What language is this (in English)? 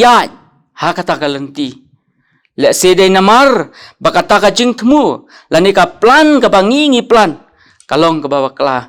Khasi